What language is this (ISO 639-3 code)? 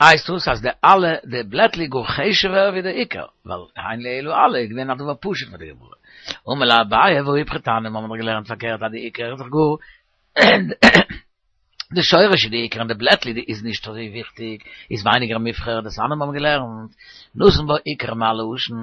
yid